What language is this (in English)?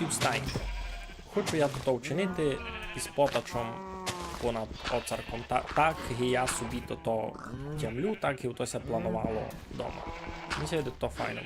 Rusyn